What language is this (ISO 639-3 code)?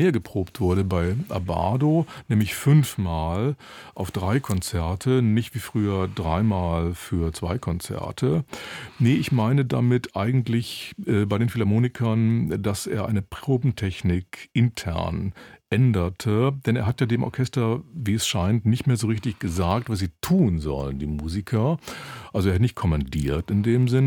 deu